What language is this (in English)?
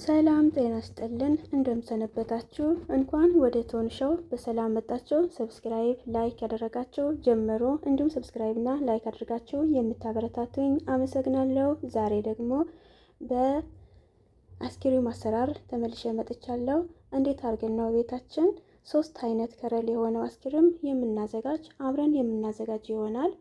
Amharic